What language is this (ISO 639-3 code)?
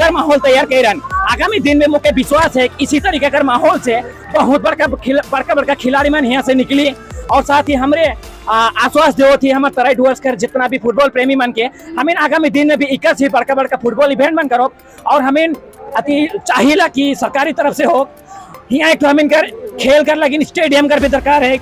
sck